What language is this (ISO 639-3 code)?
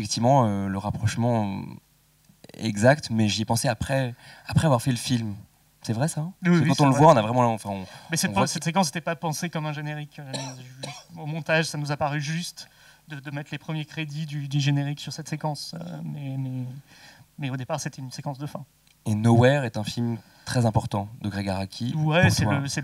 fra